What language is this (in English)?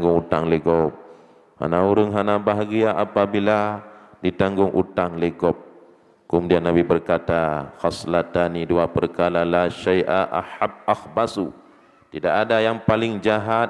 Achinese